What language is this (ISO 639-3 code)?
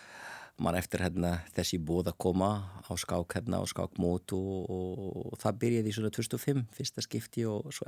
isl